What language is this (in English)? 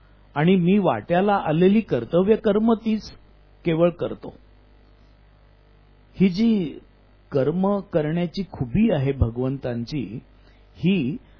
Marathi